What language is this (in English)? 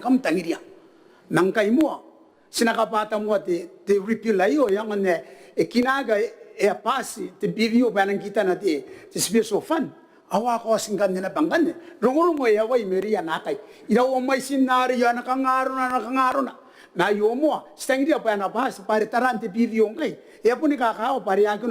Gilbertese